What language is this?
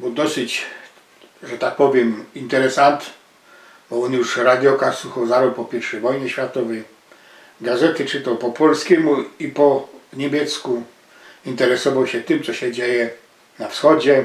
Silesian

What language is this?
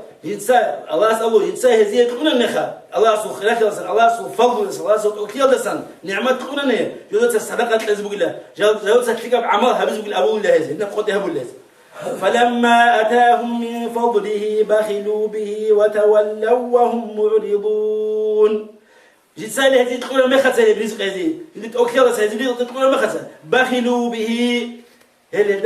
Avaric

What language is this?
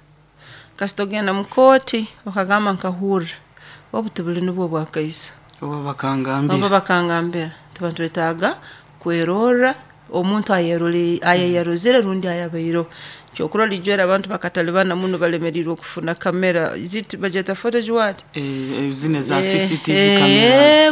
Nyoro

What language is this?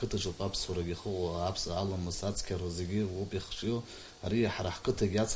Abkhazian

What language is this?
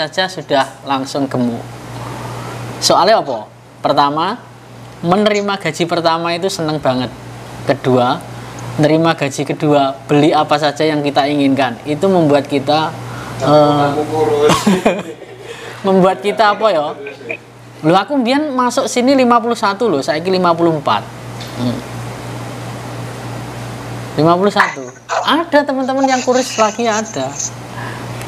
Indonesian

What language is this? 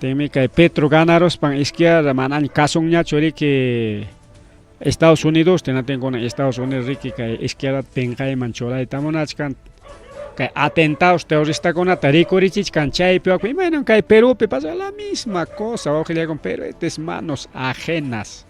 Ayacucho Quechua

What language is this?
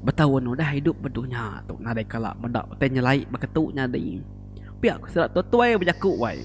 Iban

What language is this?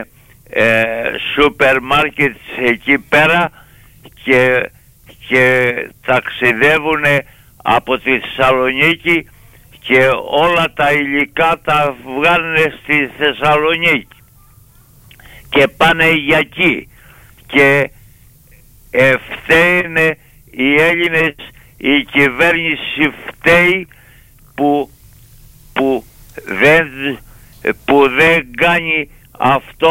Greek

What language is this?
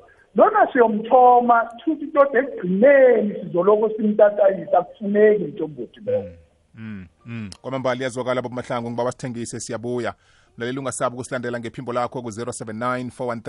South Ndebele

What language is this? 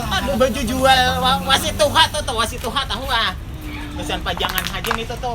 Banjar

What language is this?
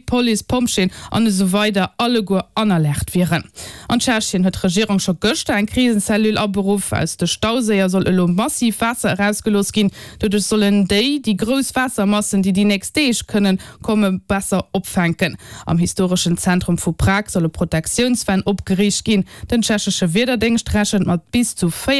Luxembourgish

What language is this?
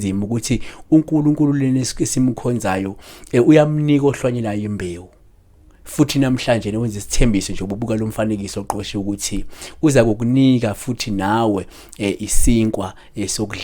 Zulu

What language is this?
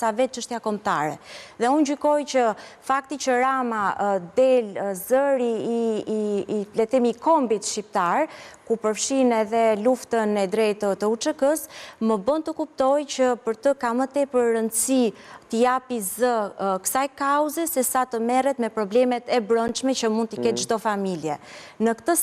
Albanian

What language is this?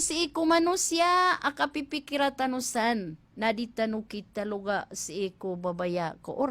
Maranao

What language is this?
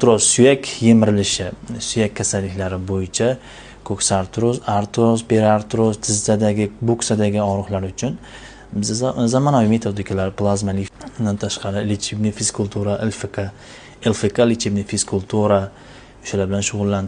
Uzbek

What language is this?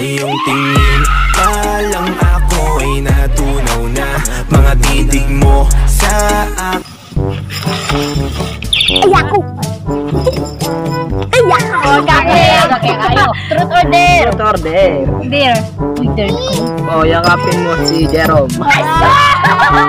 Filipino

